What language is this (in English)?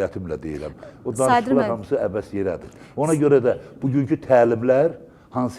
Azerbaijani